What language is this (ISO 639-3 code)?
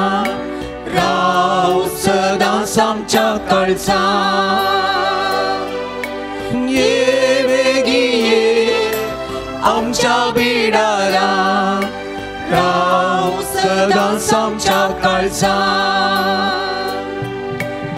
kok